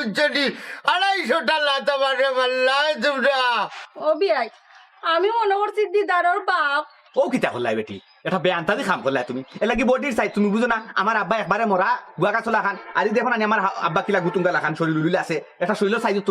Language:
Sylheti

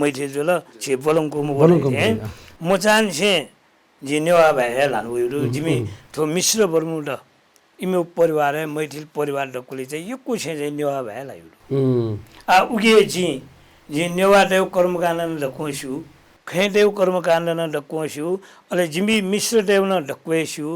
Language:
Newari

